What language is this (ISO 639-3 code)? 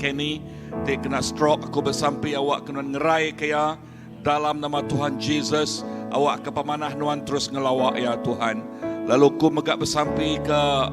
iba